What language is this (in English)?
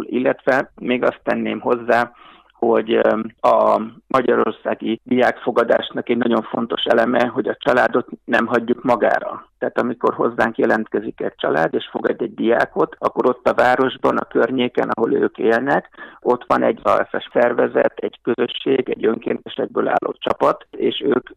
Hungarian